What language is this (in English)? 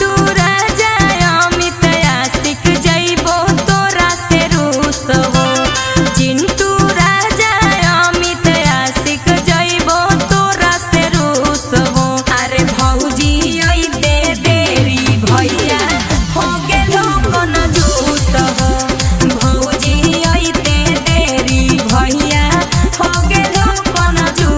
Magahi